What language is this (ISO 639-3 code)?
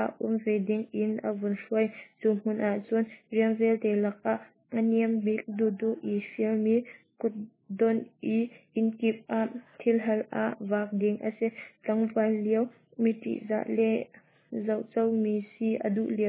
cnh